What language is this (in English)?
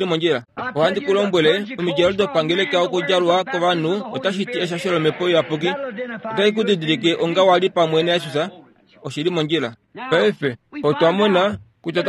Kuanyama